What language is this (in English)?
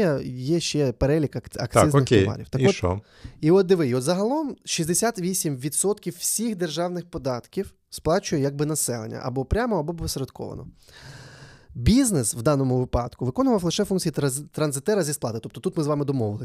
Ukrainian